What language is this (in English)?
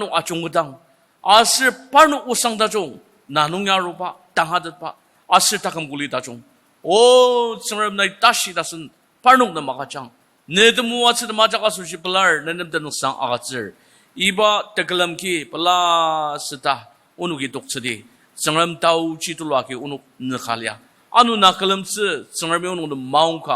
Ao Naga